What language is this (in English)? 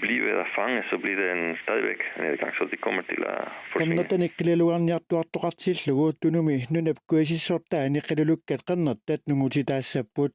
Kalaallisut